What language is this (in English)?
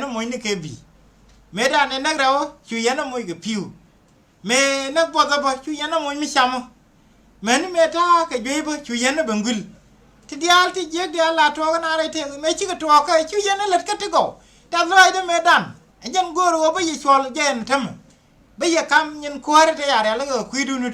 Nuer